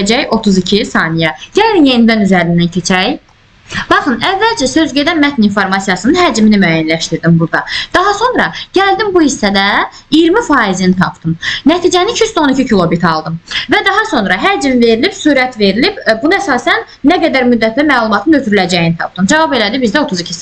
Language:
Azerbaijani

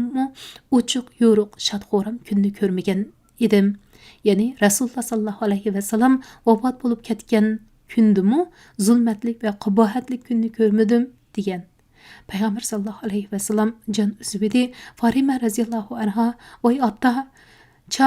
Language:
Uyghur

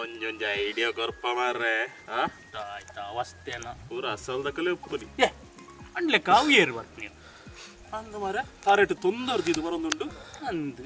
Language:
Tulu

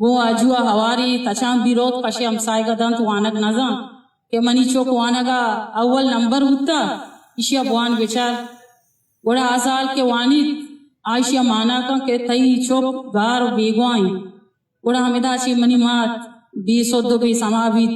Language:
Eastern Balochi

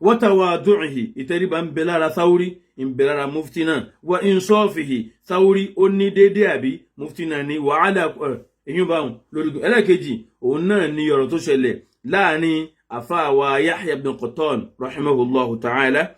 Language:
Yoruba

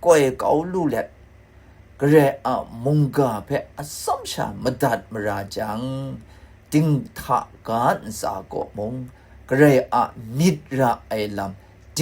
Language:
Kachin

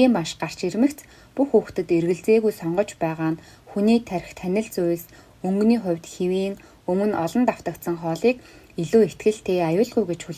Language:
Mongolian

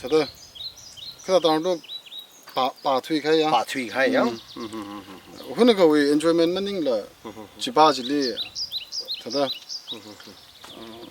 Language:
Tangkhul Naga (India)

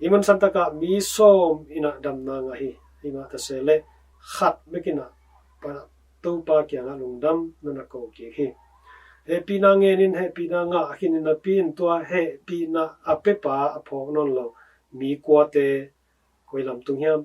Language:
Tedim Chin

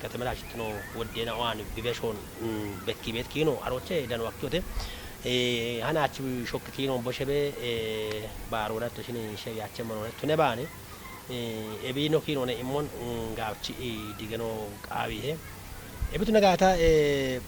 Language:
Kafa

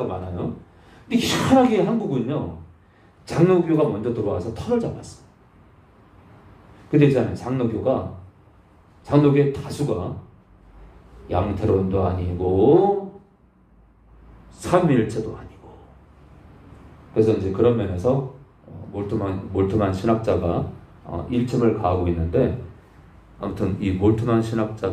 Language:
Korean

